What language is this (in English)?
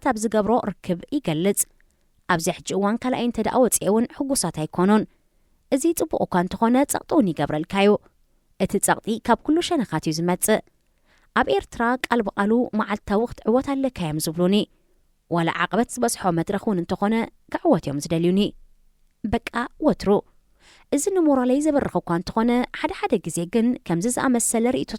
Tigrinya